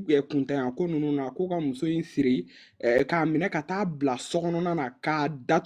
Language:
Bambara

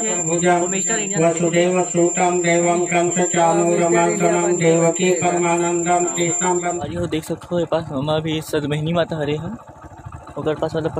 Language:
Chhattisgarhi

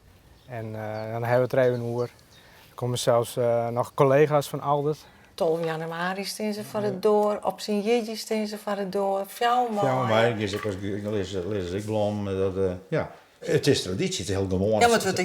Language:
Western Frisian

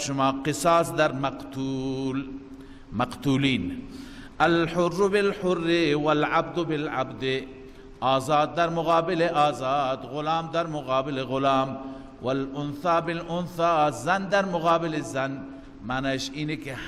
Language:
Persian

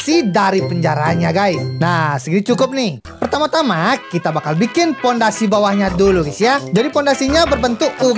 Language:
Indonesian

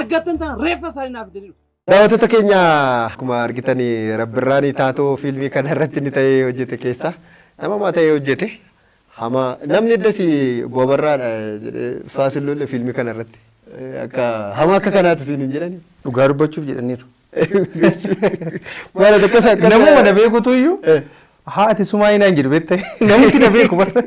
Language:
Oromo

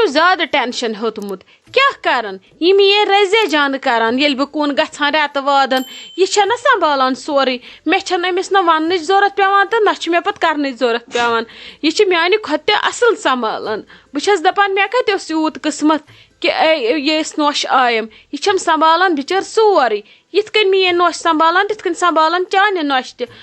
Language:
Kashmiri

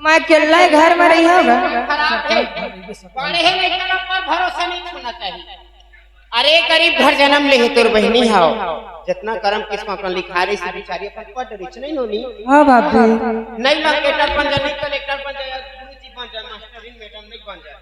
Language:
Chhattisgarhi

